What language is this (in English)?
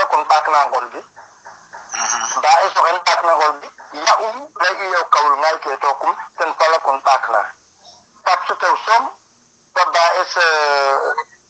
Serer